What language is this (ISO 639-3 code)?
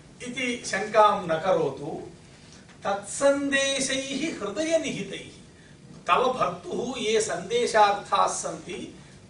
san